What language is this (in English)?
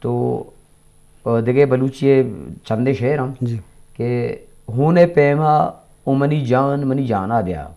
Eastern Balochi